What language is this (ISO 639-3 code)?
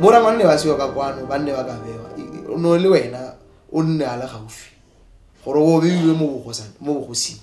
tsn